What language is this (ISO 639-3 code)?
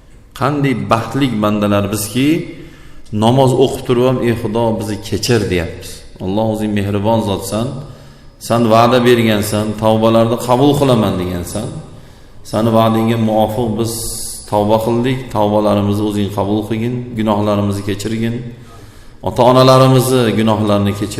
uzb